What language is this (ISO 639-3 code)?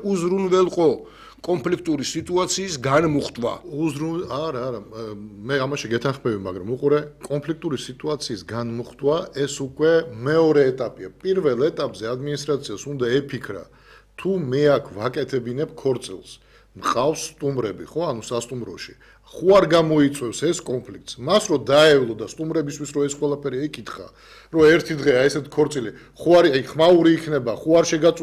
kat